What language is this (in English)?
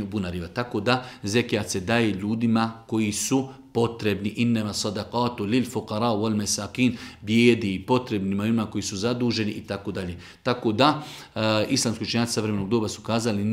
Bosnian